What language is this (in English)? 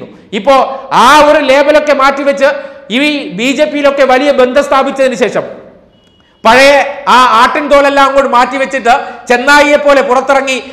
Malayalam